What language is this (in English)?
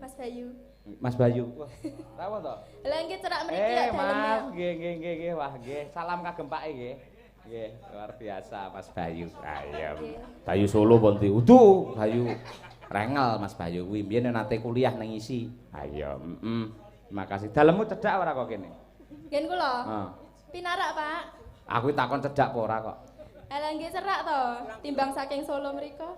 Javanese